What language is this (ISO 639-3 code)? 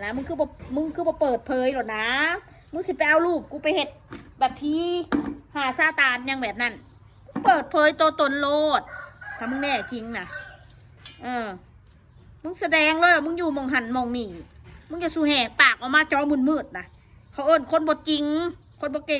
tts